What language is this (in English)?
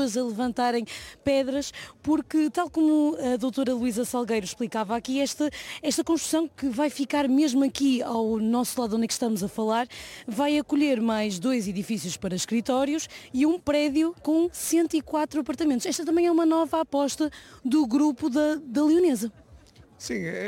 Portuguese